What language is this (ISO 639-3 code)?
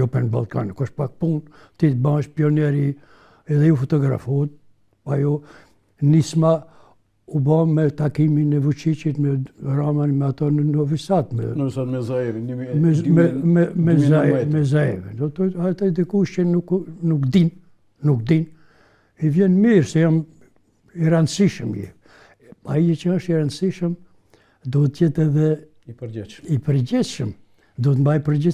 sqi